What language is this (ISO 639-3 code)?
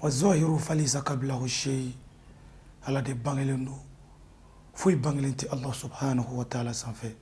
bam